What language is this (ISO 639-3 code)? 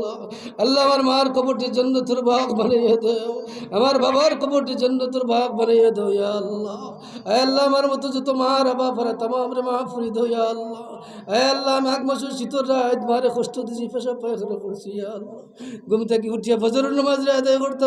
syl